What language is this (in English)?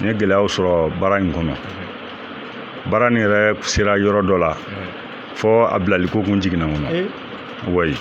Bambara